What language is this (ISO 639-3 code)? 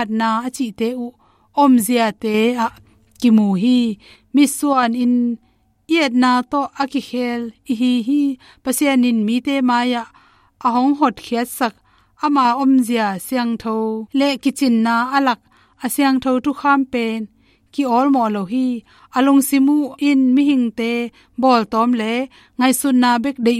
ctd